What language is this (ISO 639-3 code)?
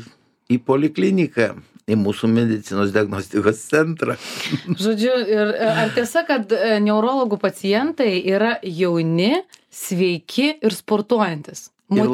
lit